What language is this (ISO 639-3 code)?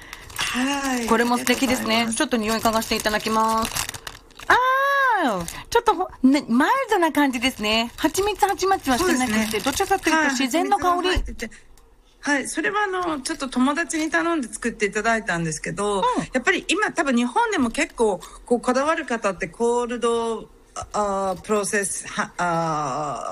jpn